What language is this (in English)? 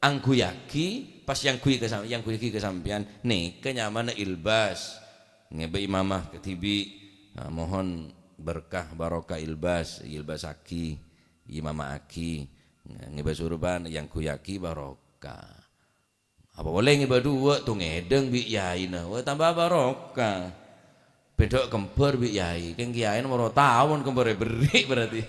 Madurese